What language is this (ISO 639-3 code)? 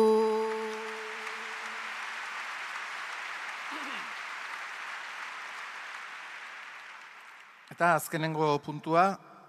eus